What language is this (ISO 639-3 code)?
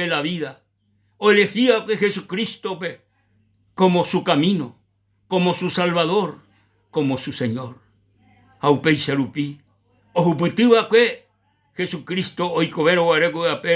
grn